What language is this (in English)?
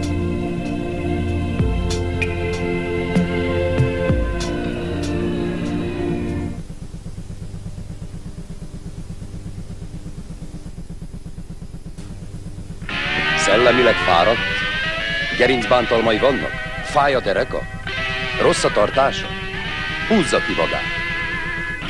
Hungarian